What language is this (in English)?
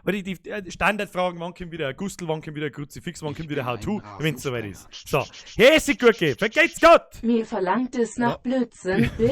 Bavarian